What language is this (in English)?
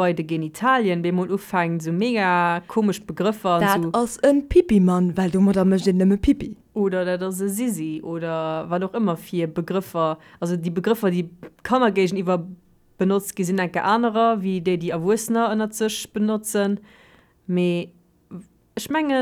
Luxembourgish